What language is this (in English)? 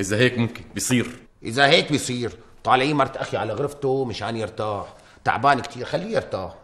North Levantine Arabic